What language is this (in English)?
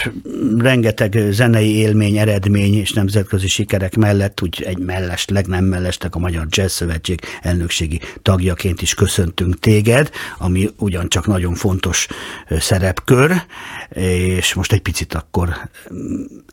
Hungarian